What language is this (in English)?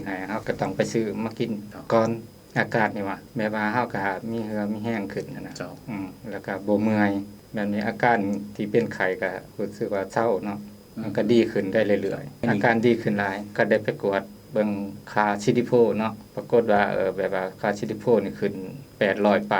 Lao